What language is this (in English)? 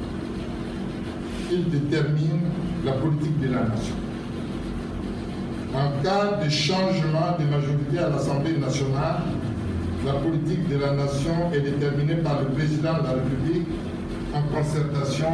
French